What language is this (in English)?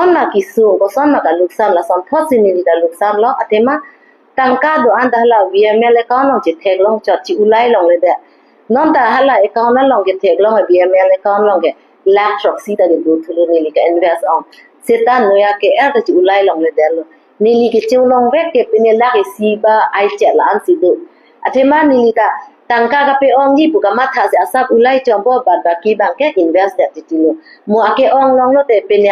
Karbi